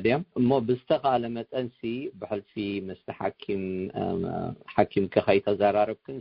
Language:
Tigrinya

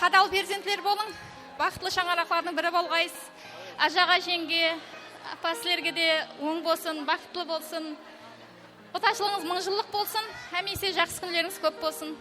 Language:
Kara-Kalpak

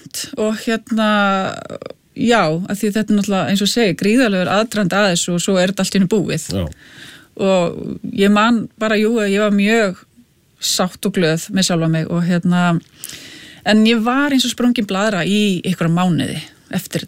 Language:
Icelandic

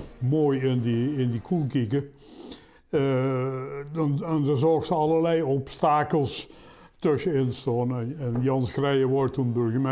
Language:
Limburgish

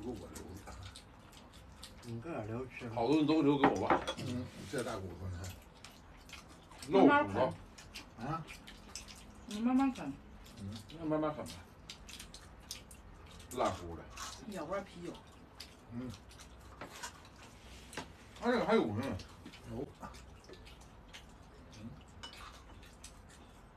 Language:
Chinese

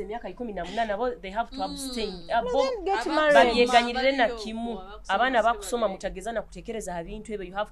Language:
Nyoro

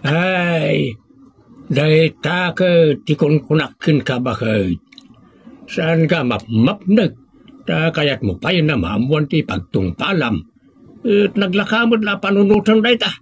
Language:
Iloko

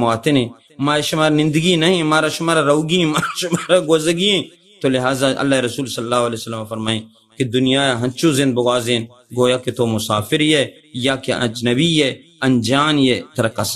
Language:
Baluchi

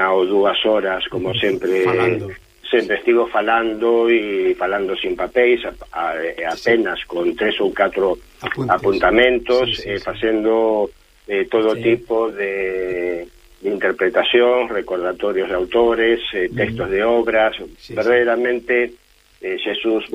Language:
Galician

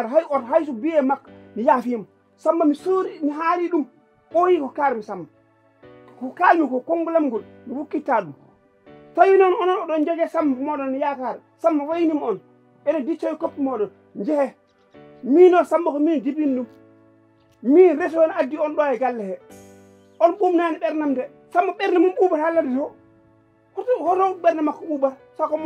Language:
Fula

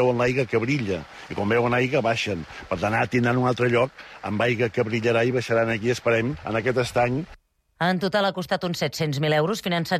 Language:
Catalan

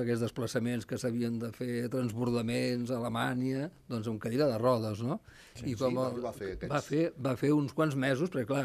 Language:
Catalan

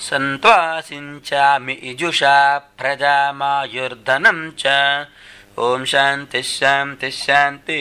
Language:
Sanskrit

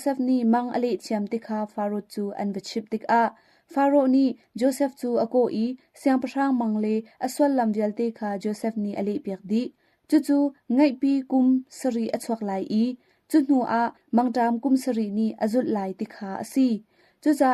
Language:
Hakha Chin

